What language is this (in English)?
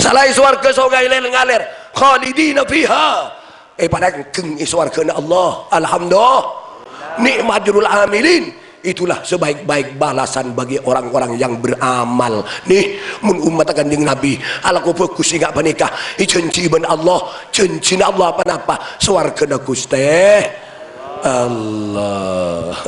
Madurese